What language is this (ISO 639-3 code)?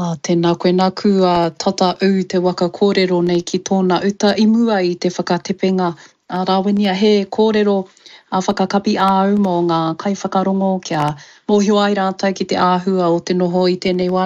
mri